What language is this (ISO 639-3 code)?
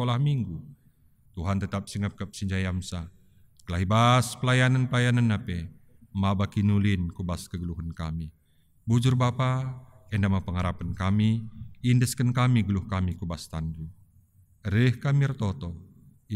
btx